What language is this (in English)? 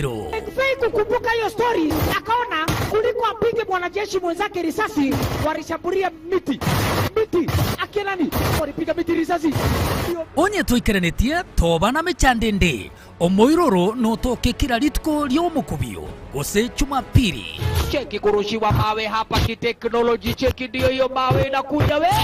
Gusii